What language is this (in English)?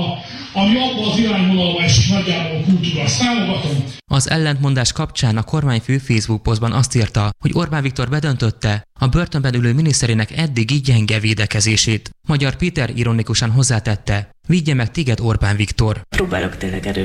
Hungarian